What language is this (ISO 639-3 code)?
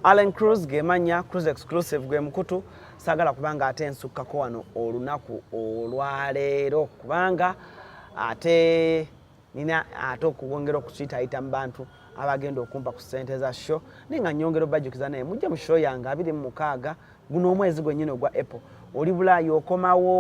lug